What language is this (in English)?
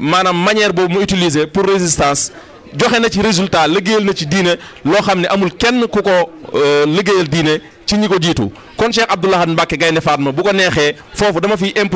Wolof